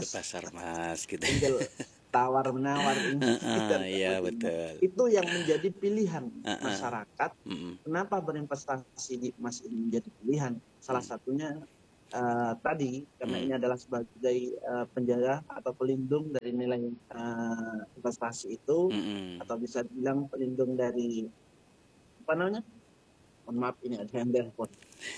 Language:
Indonesian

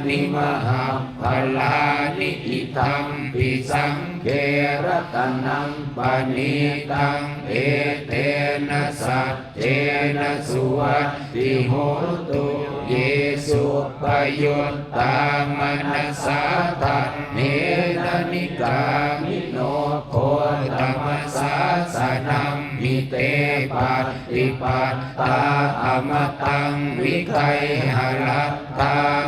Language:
Pali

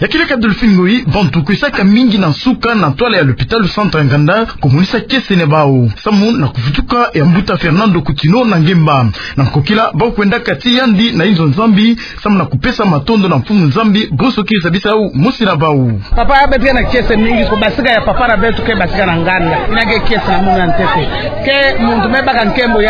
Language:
Kituba (Democratic Republic of Congo)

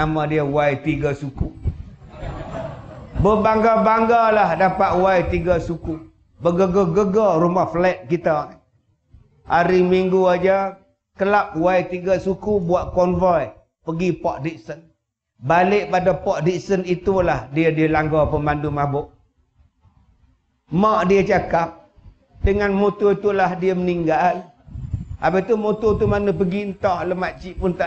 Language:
Malay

